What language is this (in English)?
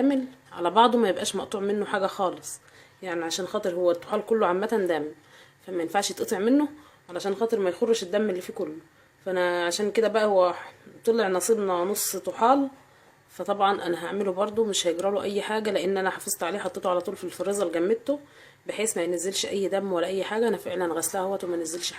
Egyptian Arabic